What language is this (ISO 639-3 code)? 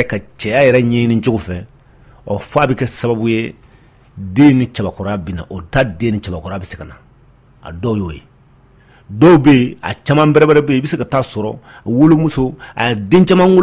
bam